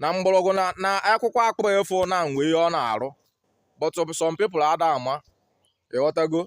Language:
Igbo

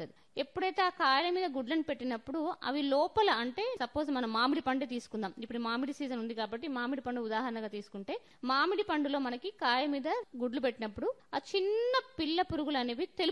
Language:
Telugu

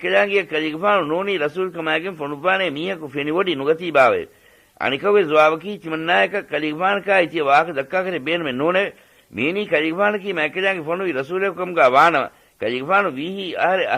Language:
Divehi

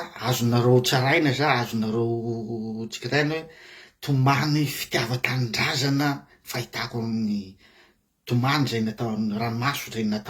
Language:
Malagasy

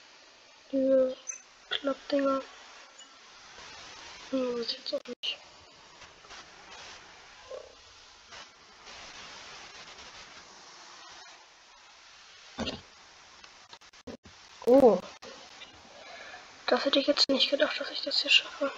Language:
German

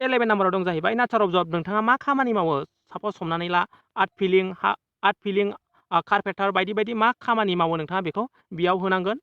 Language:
Bodo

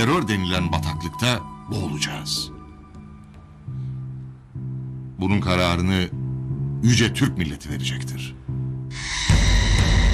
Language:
Turkish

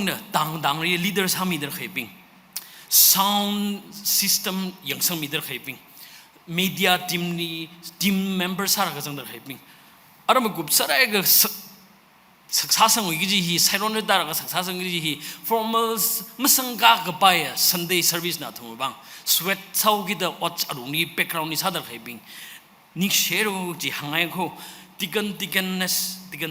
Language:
Tangkhul Naga (India)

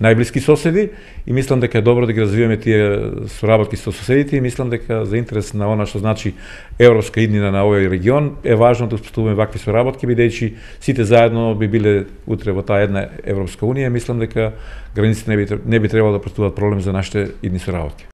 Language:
Macedonian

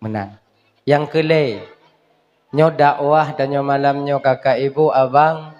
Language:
Achinese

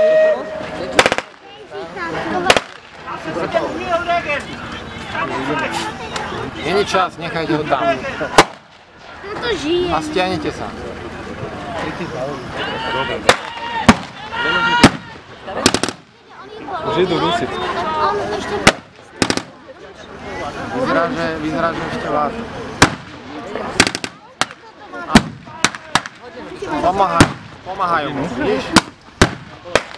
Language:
Slovak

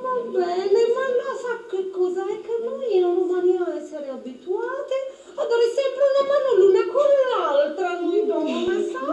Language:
Sicilian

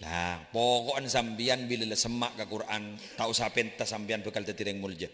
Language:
Madurese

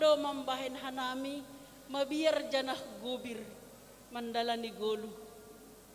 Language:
Batak Simalungun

